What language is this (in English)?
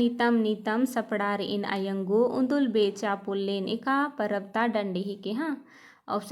Kurukh